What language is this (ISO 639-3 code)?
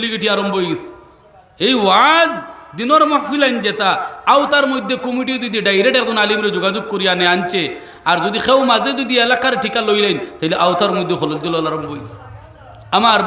syl